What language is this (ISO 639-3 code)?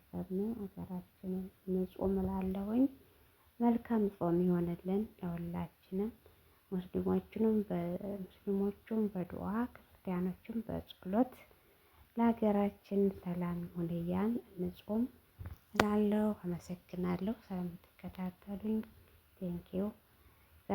amh